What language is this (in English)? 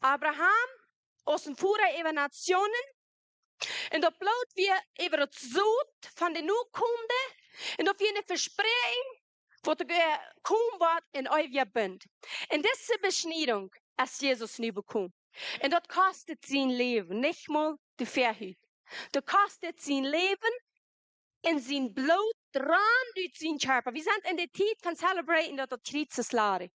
Plautdietsch